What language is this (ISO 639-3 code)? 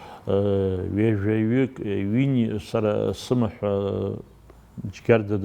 abk